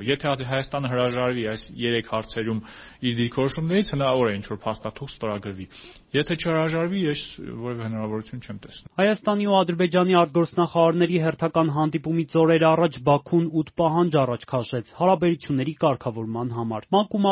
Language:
Armenian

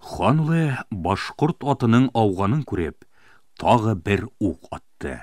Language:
Bashkir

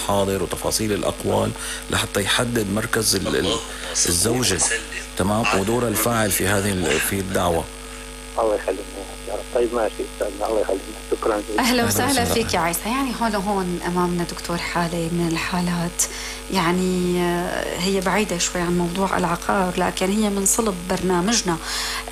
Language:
North Levantine Arabic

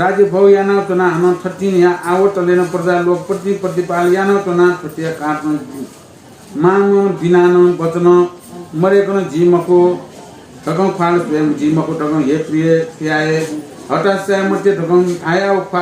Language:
Newari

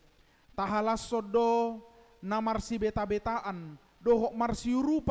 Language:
Batak Toba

